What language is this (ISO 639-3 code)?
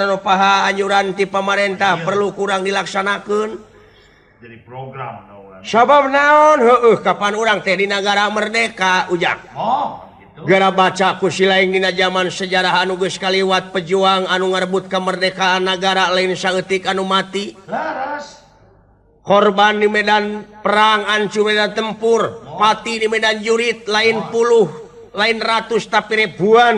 sun